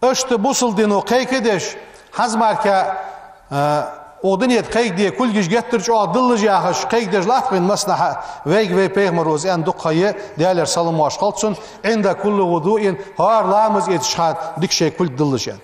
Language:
Ingush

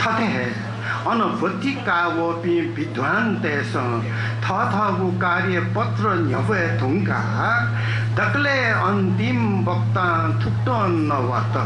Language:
Newari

